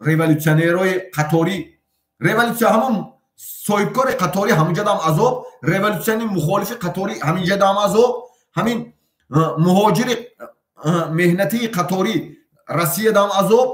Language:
Tajik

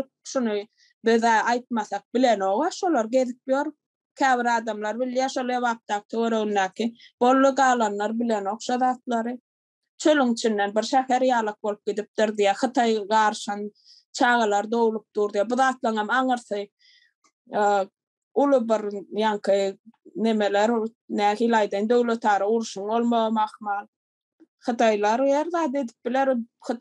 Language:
Turkmen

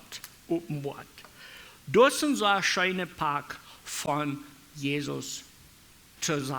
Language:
Plautdietsch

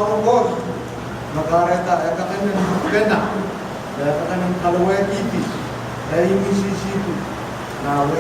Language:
Pohnpeian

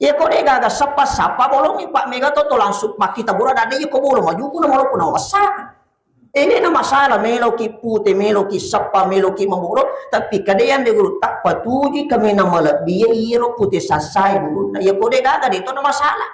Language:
Buginese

